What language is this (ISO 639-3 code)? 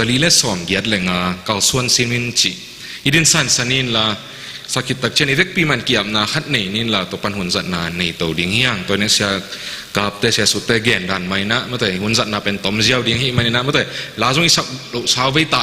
ctd